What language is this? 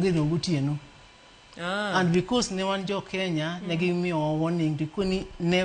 Luo (Kenya and Tanzania)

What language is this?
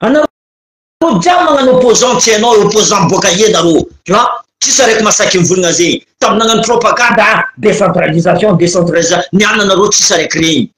Malagasy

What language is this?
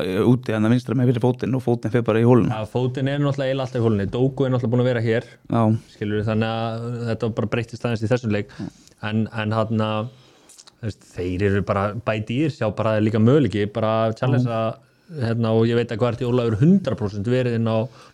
Icelandic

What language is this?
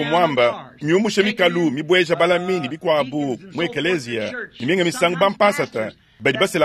Luba-Lulua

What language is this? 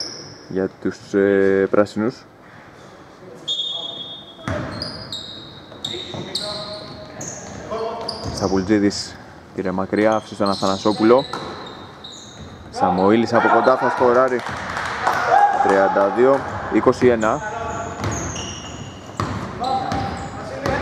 Greek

